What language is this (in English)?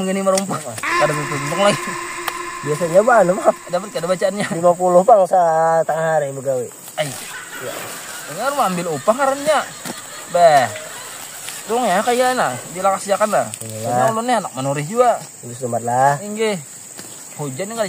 Banjar